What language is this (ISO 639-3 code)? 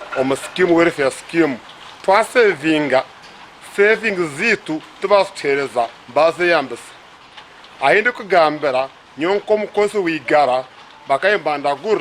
nyn